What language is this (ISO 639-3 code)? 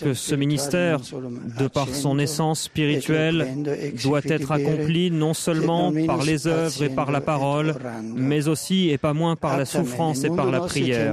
fra